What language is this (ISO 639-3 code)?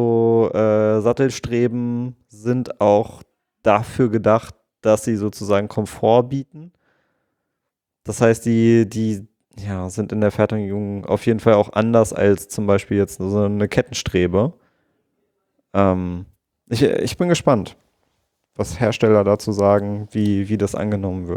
deu